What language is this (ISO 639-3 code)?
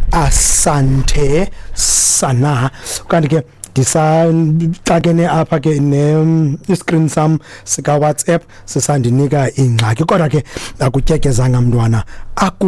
xho